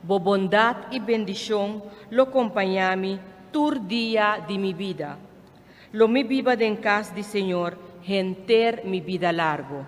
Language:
Papiamento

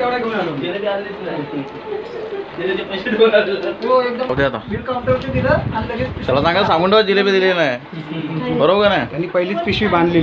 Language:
Marathi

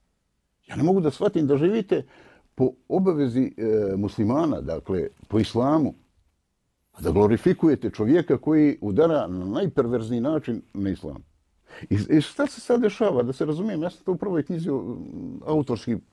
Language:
Bosnian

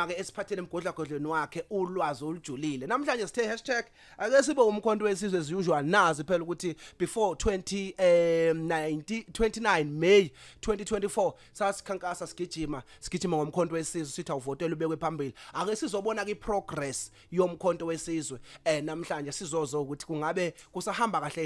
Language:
Zulu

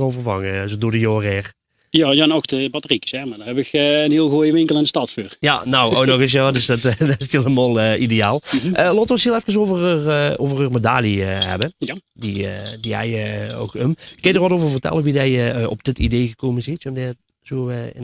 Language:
Limburgish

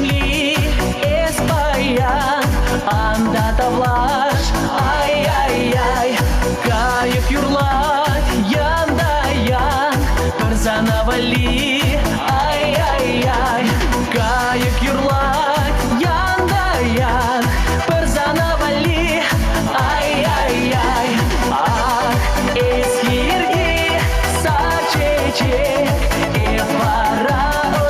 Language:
Chuvash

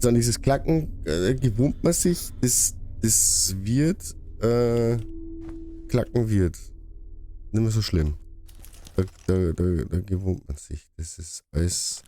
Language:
Bavarian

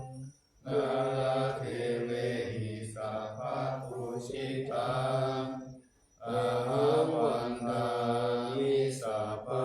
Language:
Pali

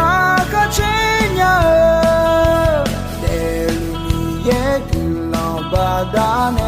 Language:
Akha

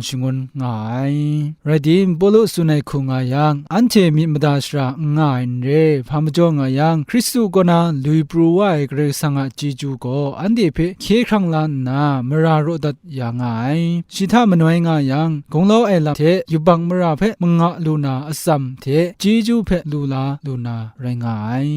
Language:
Kachin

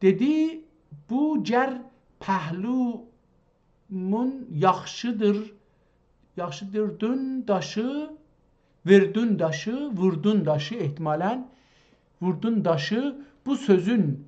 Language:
South Azerbaijani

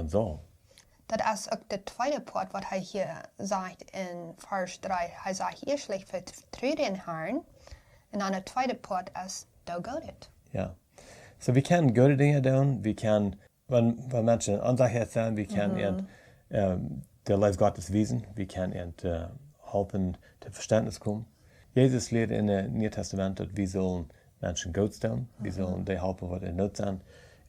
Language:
Plautdietsch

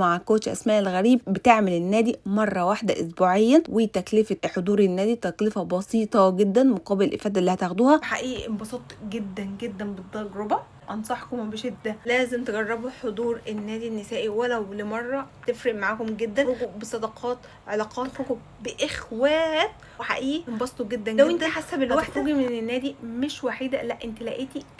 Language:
Egyptian Arabic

